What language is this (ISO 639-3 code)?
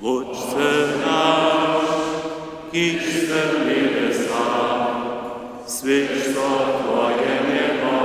hsb